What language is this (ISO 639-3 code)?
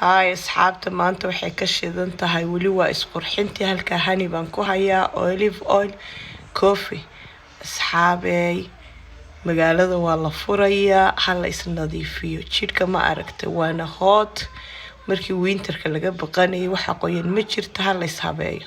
som